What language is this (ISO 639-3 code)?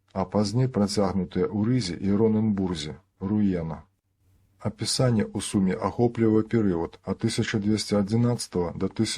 bel